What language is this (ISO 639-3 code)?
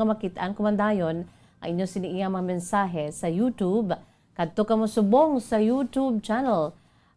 hil